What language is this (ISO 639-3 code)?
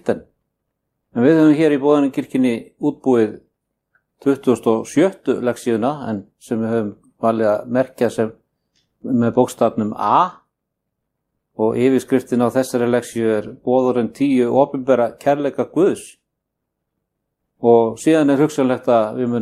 isl